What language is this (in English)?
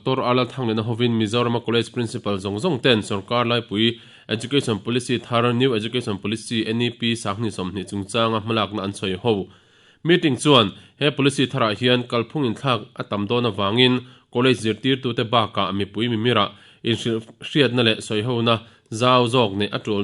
Mizo